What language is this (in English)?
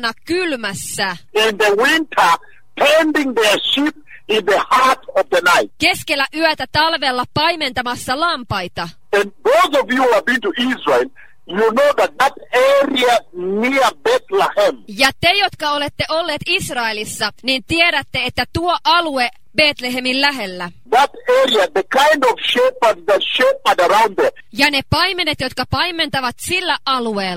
Finnish